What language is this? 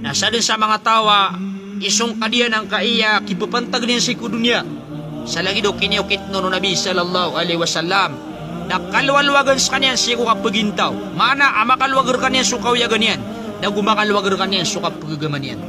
Maranao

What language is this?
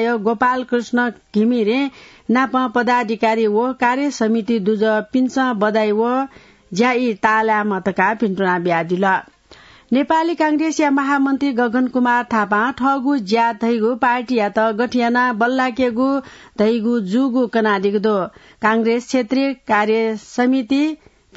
Newari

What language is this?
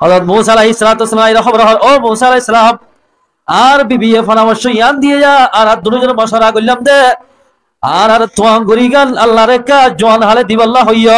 Rohingya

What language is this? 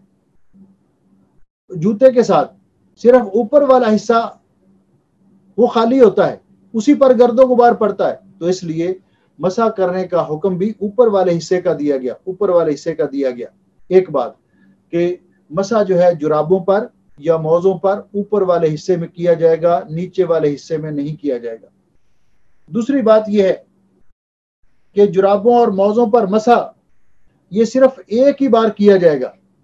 Urdu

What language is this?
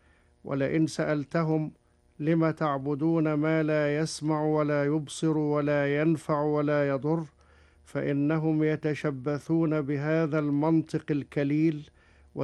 Arabic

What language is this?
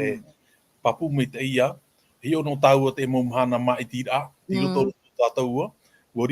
Tahitian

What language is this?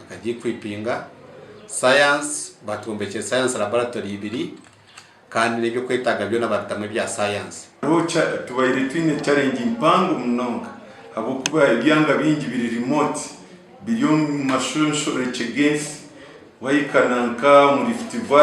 Nyankole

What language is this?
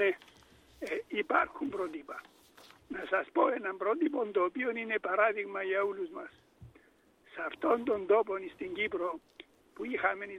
Greek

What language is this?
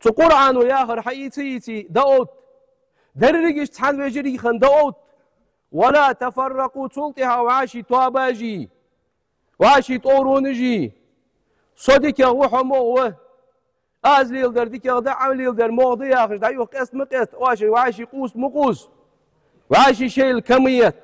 Ingush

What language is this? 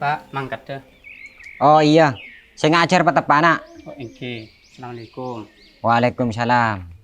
Madurese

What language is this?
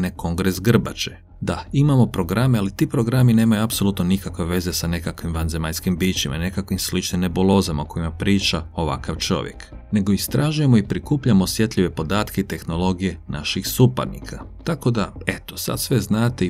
Croatian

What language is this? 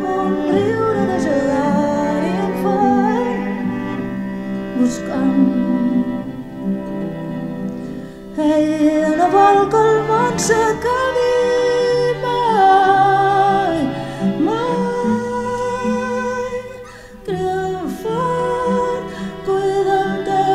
Catalan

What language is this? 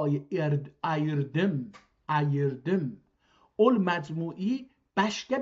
South Azerbaijani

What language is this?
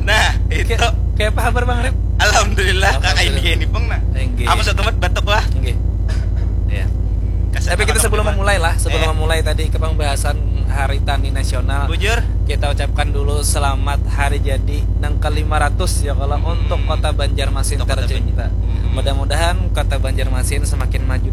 Banjar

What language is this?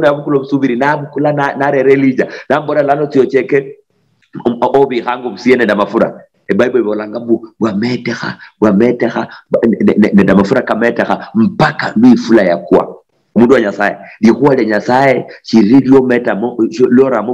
Luyia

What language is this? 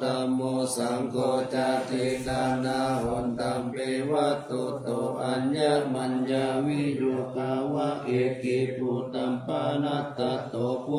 Pali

